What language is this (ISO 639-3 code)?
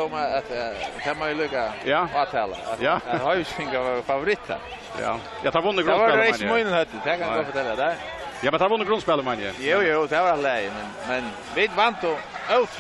fao